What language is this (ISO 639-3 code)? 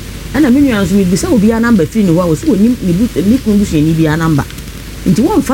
aka